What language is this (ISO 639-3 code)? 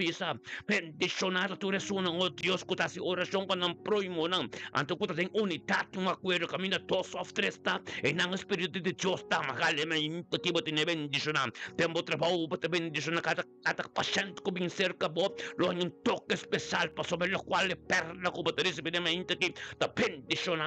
pap